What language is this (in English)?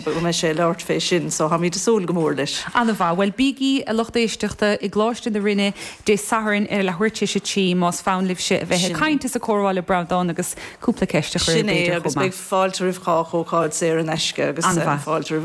Irish